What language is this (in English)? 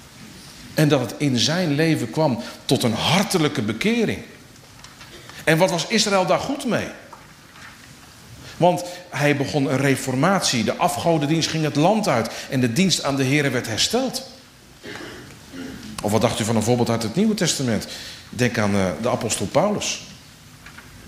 Dutch